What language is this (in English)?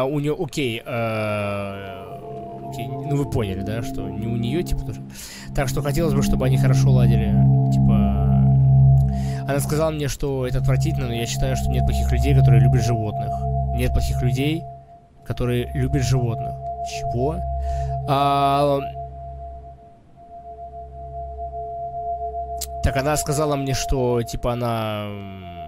Russian